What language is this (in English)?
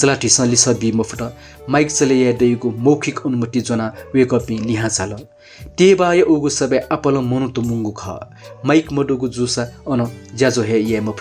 Newari